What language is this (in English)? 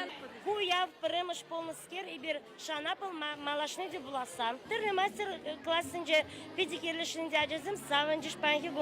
Chuvash